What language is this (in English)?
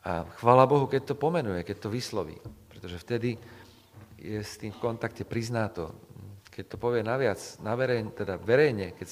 Slovak